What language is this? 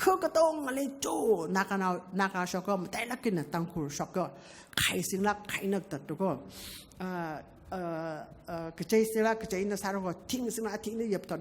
Tangkhul Naga (India)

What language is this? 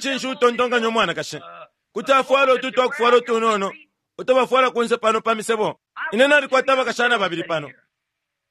Bemba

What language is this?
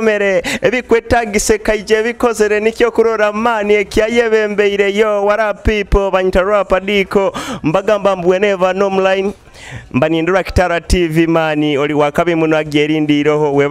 Nyoro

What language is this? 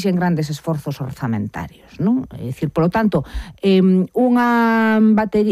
Galician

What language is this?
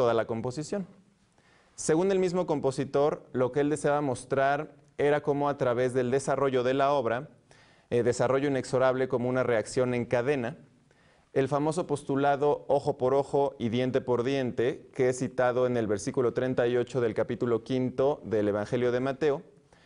Spanish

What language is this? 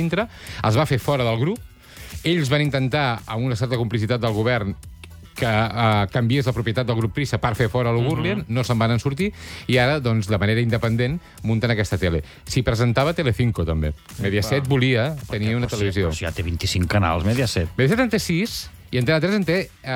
Catalan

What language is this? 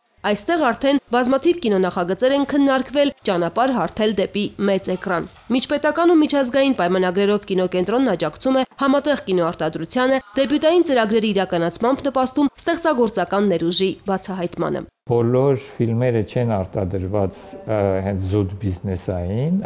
Armenian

